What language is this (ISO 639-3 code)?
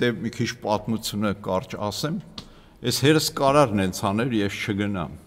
hye